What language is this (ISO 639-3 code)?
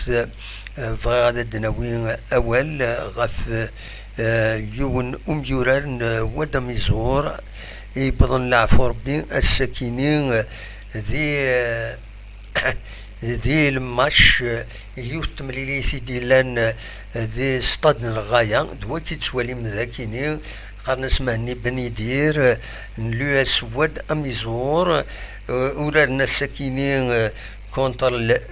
kab